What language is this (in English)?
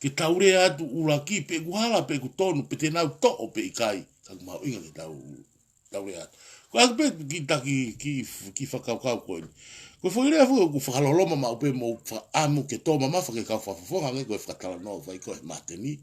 Tongan